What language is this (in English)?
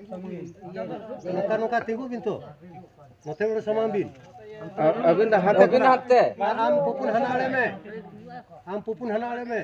Santali